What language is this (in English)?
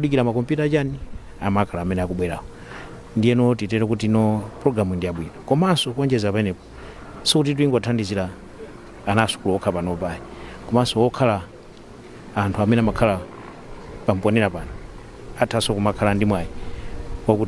Nyanja